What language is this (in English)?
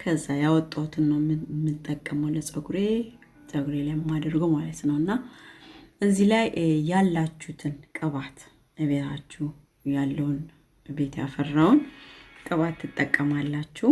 Amharic